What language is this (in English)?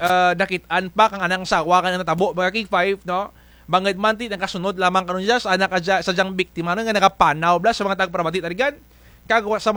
Kinaray-a